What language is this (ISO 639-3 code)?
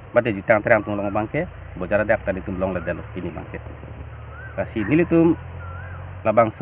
mjw